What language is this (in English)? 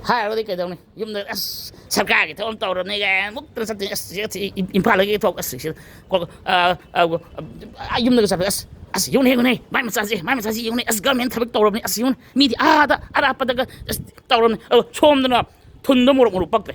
Manipuri